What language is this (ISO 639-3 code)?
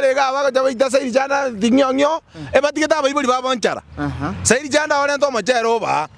guz